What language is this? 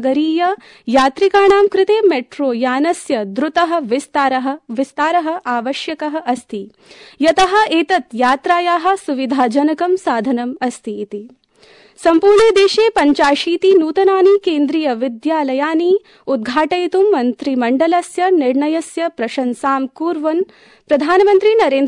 Sanskrit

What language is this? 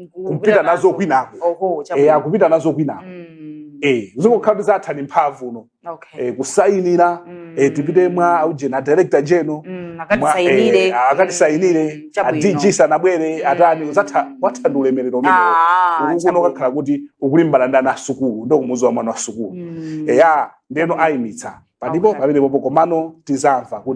Nyanja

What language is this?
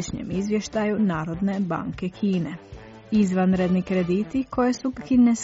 Croatian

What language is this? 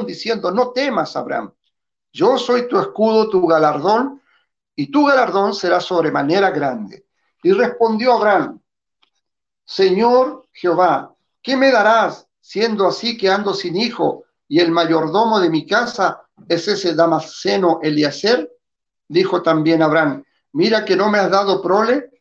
Spanish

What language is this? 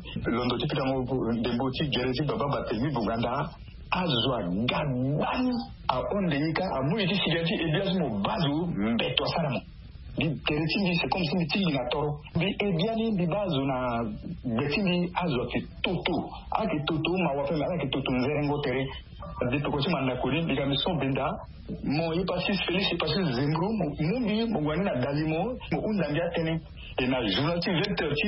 Sango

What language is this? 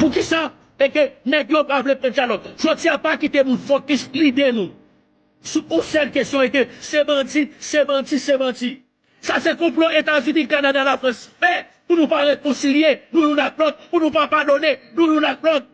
Haitian Creole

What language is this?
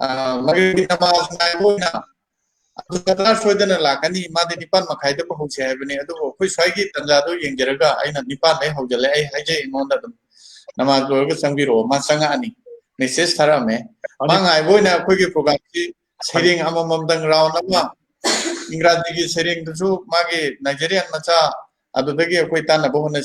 Manipuri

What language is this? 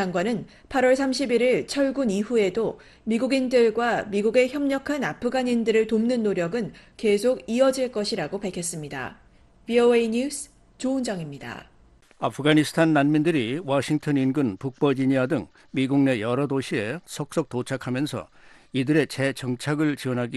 Korean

